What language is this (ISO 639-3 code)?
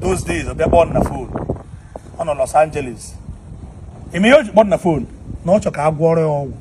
ibo